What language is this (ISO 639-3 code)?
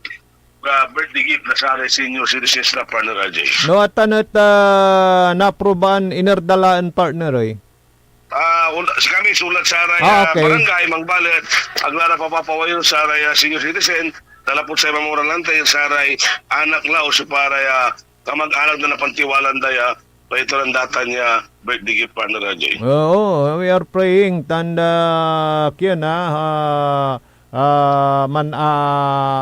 pag